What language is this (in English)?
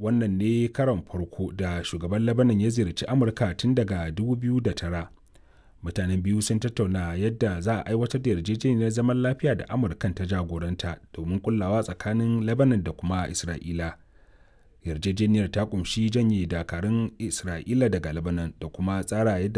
Hausa